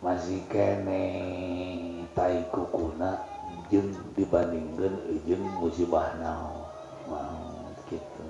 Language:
Sundanese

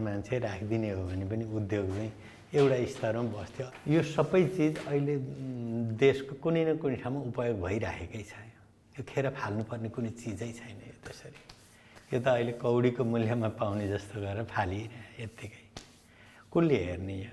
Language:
Nepali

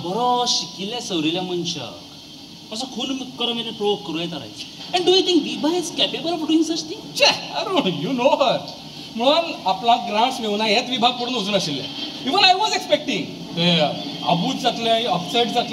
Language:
Konkani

